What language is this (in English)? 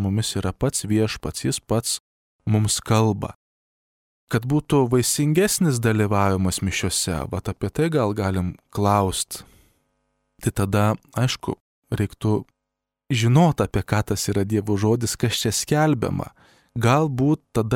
Lithuanian